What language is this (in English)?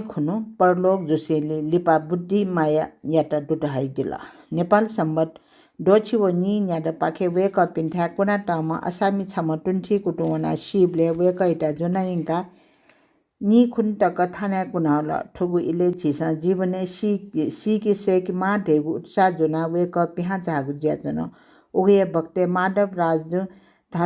Newari